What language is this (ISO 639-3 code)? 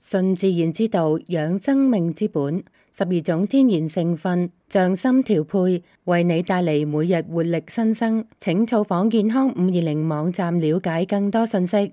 yue